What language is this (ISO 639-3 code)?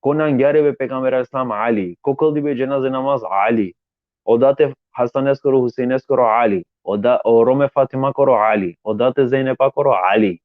rmn